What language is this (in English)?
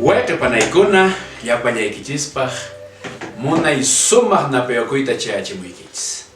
Quechua